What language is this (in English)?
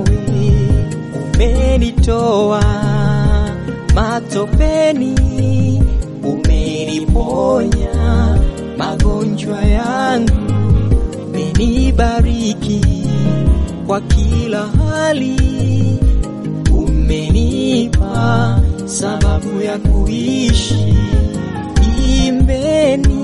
Swahili